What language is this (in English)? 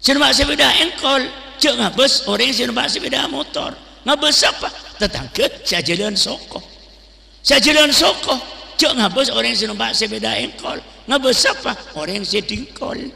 Madurese